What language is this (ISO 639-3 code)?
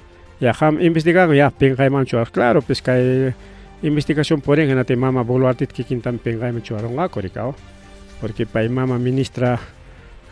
quy